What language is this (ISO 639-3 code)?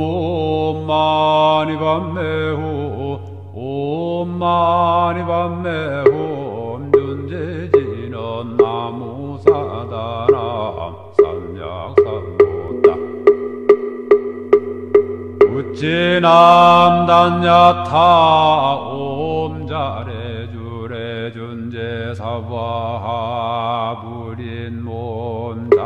kor